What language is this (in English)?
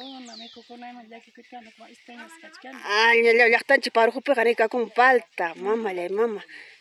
Ayacucho Quechua